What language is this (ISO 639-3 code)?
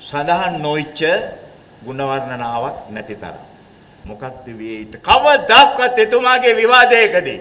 sin